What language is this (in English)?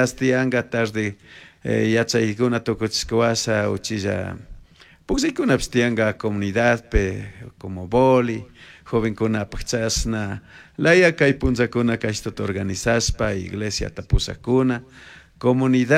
Chimborazo Highland Quichua